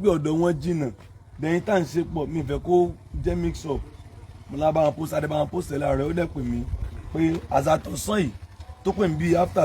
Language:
Yoruba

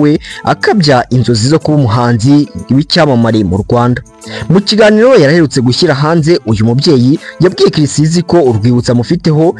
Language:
Kinyarwanda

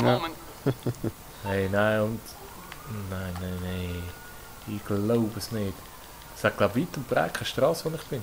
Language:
Swiss German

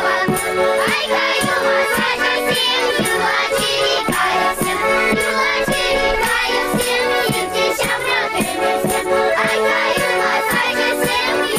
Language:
Chuvash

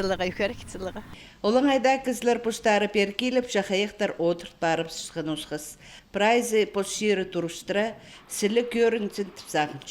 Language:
Khakas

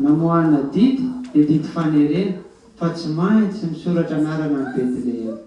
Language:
Malagasy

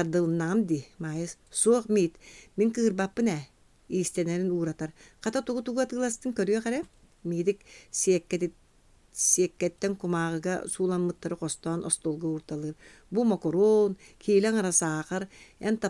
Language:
Yakut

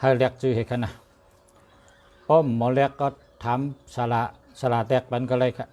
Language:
Shan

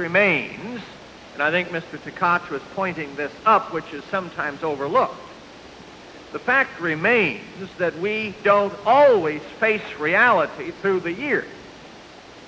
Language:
English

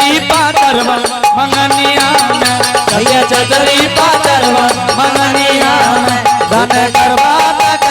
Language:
Angika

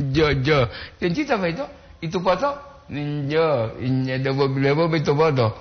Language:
Gorontalo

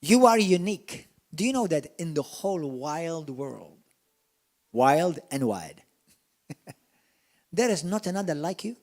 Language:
English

